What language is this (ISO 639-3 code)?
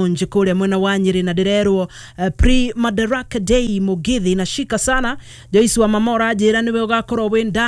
kik